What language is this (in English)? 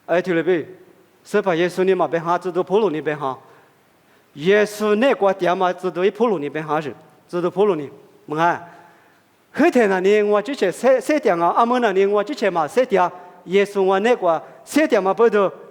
Lisu